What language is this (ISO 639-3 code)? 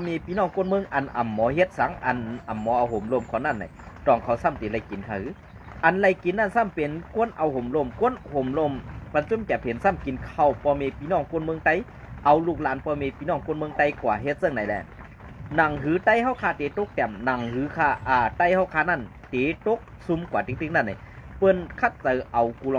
shn